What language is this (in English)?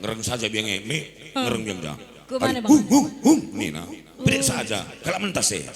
Batak Karo